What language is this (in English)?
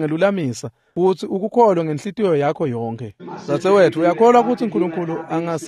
Swati